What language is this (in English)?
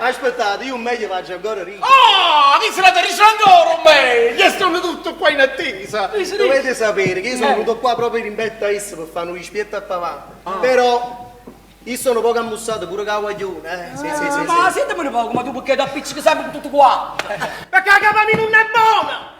Neapolitan